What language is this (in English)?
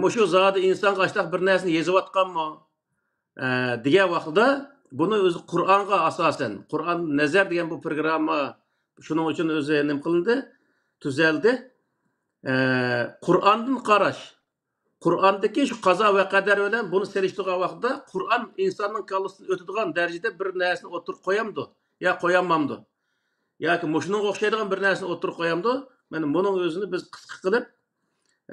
Uyghur